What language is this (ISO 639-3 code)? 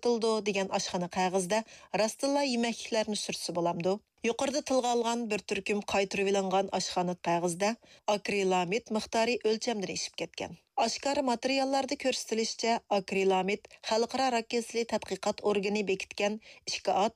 uig